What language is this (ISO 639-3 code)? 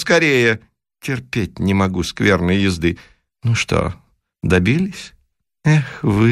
rus